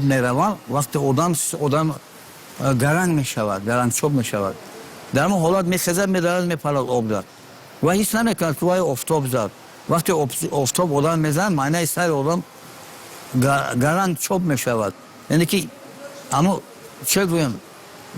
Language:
Tajik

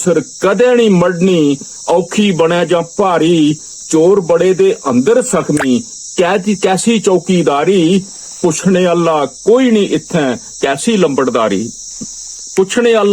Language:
Dogri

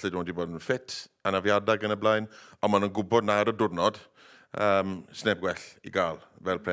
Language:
Welsh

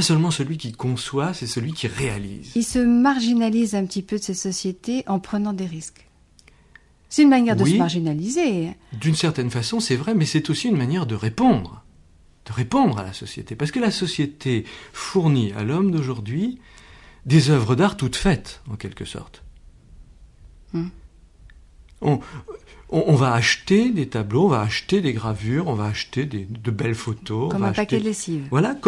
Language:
French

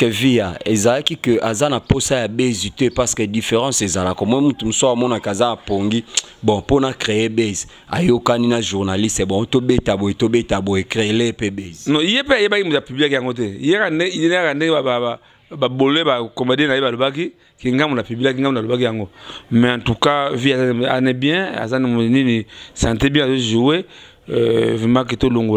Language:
Lingala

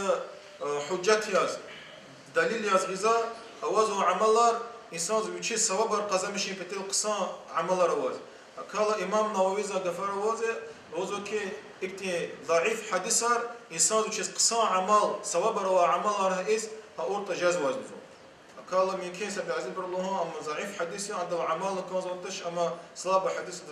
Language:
Lezghian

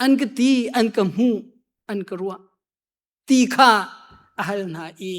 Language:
Hakha Chin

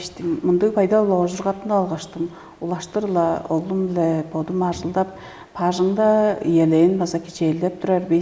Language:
Tuvinian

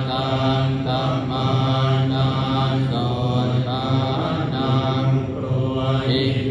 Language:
Pali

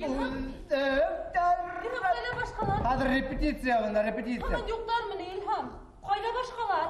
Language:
Bashkir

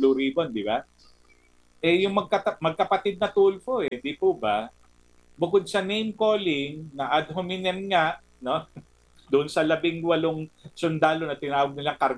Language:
Filipino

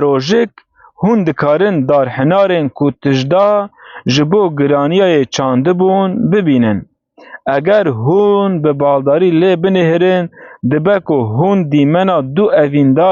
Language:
Kurdish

